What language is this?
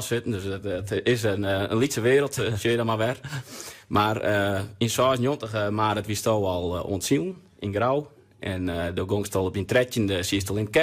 Western Frisian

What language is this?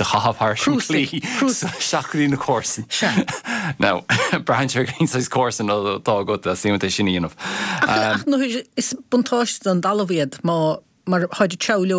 Irish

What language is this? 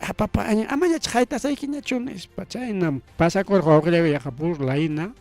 Ayacucho Quechua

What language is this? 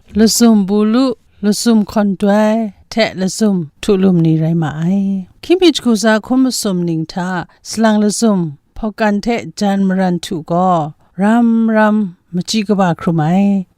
Kachin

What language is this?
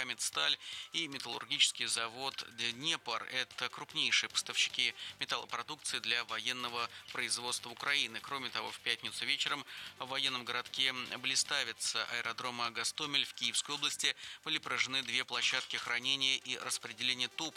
Russian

